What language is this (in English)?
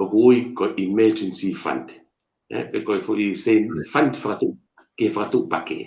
Tongan